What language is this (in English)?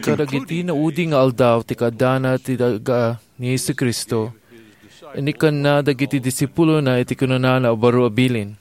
Iloko